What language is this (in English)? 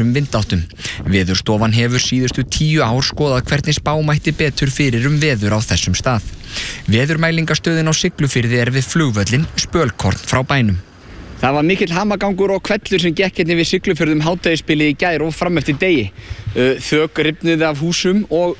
Icelandic